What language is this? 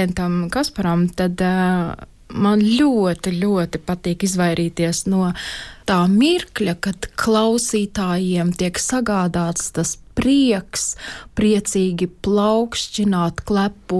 Latvian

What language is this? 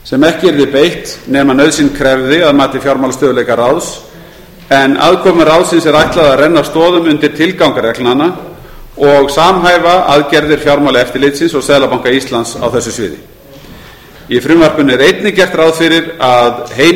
Icelandic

